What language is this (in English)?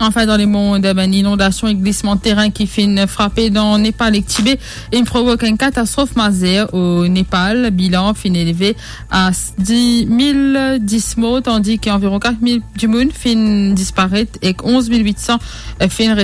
Morisyen